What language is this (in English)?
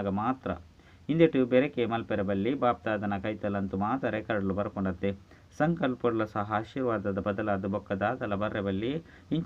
Tulu